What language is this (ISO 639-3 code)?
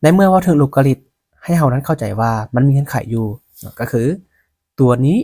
lao